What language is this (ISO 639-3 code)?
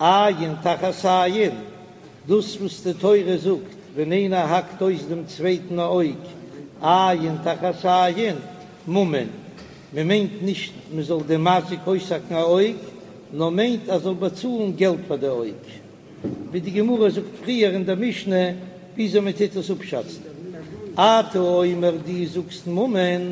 yid